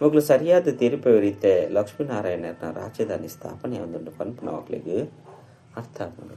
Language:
Tulu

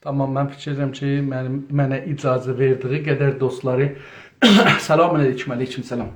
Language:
South Azerbaijani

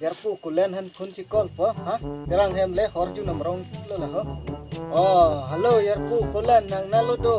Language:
Karbi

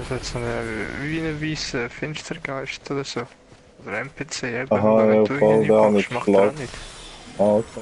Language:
Swiss German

